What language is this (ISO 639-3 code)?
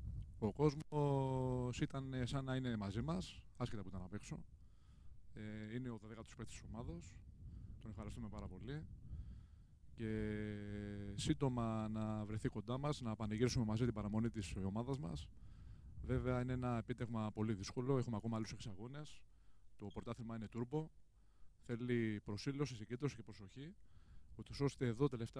ell